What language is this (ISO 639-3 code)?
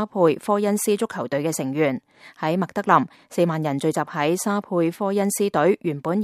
yue